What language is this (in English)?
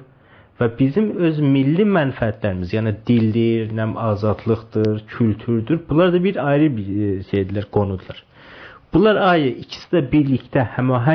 South Azerbaijani